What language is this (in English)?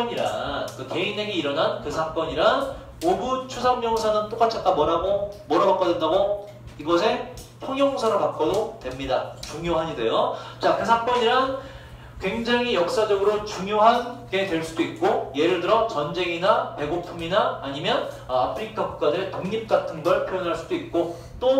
Korean